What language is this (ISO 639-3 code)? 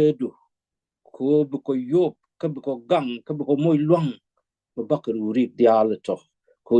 nus